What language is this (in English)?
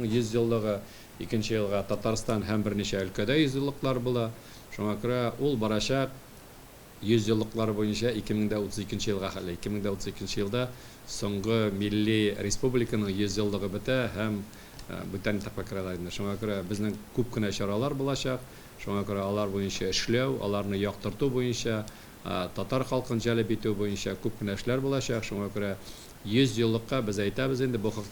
Tatar